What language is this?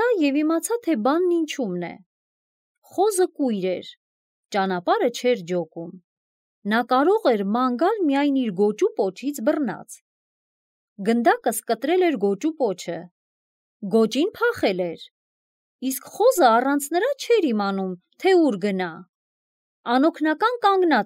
Armenian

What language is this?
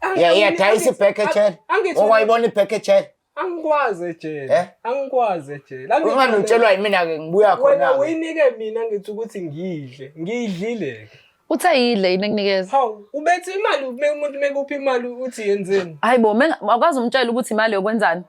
Zulu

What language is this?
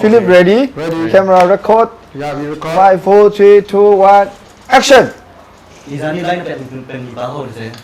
Hakha Chin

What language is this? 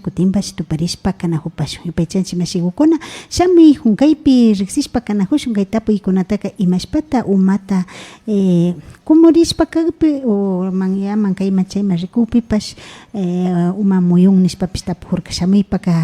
Imbabura Highland Quichua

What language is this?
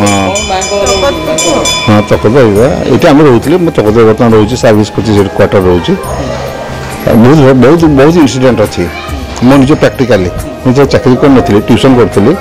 Odia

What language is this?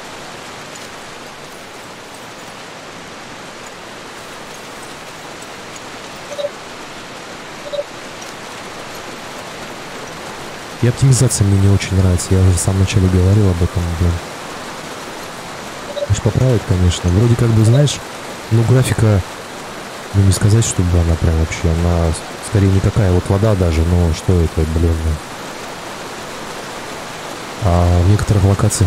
Russian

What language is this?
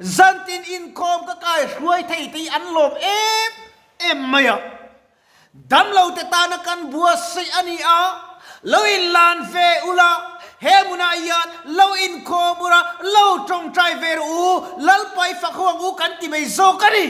Mizo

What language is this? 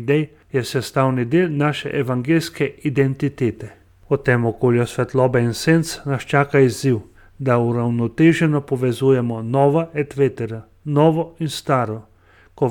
Slovenian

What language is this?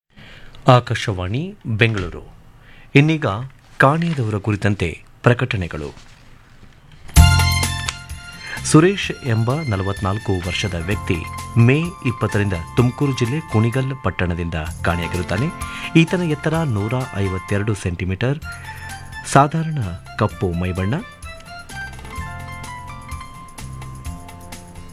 Kannada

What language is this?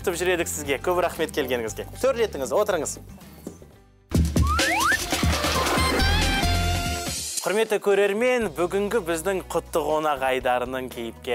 Kazakh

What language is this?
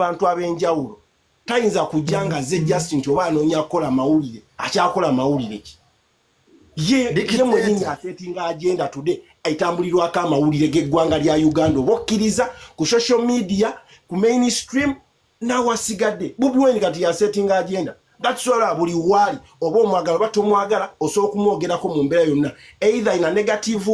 Ganda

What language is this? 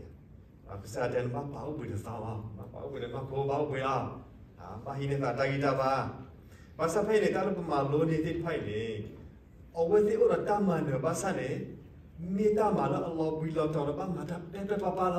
S'gaw Karen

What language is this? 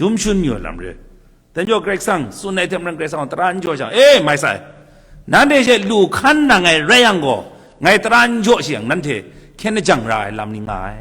Kachin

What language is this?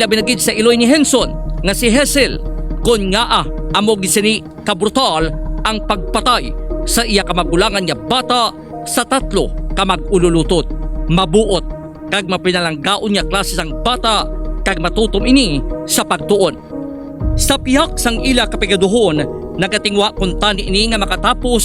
Hiligaynon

